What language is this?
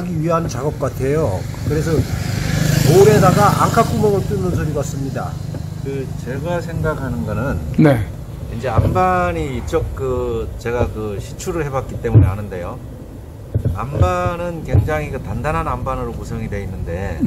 Korean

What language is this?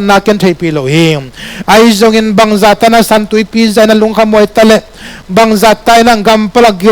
Tedim Chin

